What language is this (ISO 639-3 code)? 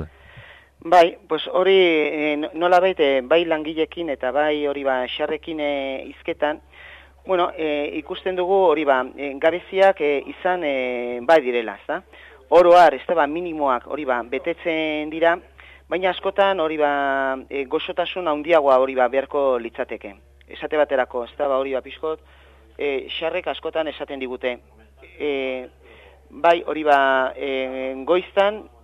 eus